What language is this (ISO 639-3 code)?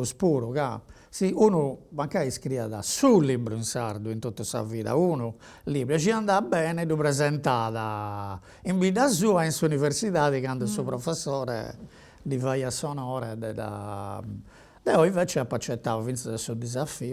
srd